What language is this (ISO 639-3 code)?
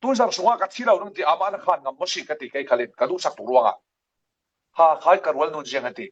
cfm